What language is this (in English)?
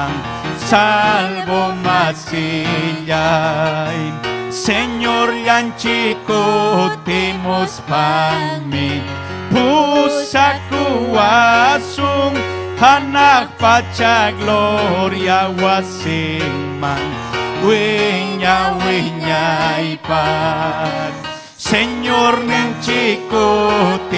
Ayacucho Quechua